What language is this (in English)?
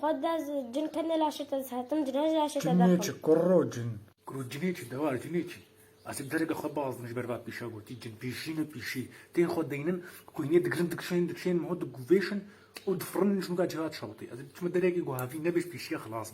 Kurdish